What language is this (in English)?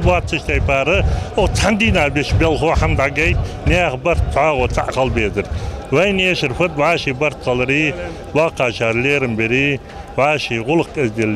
Ingush